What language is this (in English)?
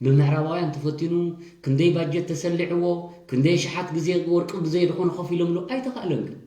Tigrinya